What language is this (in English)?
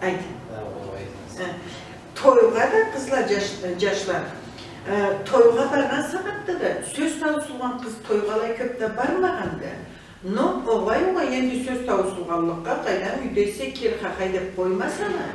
Karachay-Balkar